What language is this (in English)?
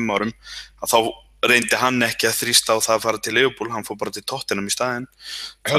Icelandic